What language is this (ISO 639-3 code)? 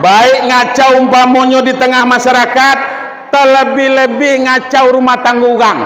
min